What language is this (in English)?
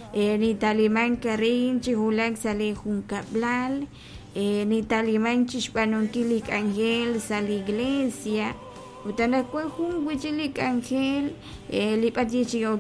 Kekchí